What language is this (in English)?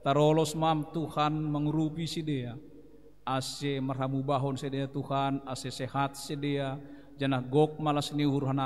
Batak Simalungun